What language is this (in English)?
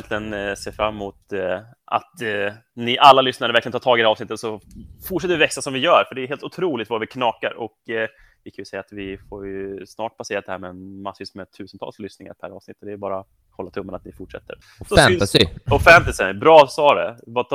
Swedish